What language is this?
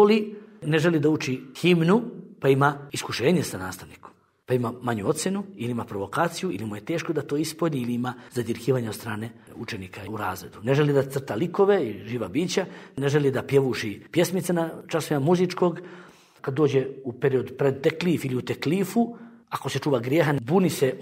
Bosnian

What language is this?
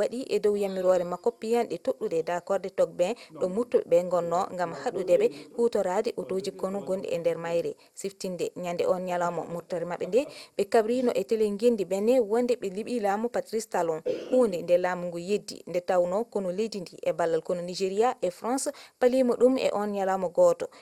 Fula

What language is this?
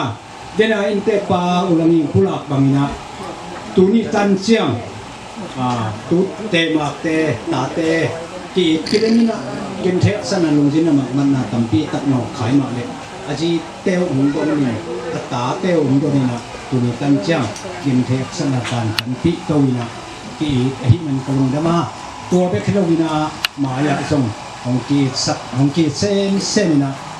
Tedim Chin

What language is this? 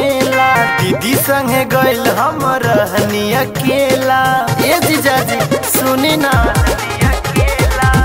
Bhojpuri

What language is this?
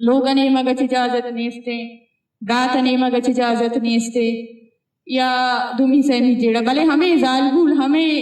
Eastern Balochi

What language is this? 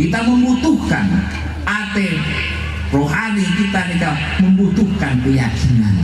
Madurese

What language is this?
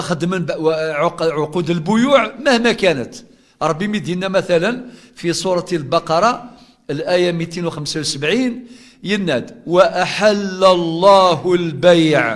Kabyle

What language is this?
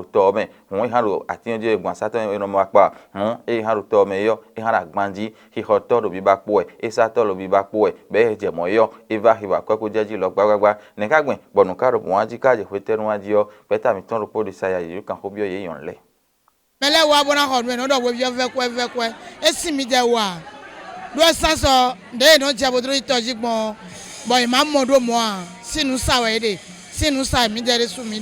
Fon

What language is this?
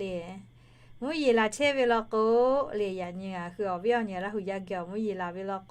Lahu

